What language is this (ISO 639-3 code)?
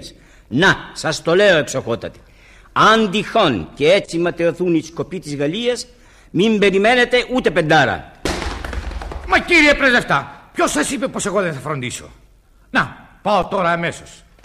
ell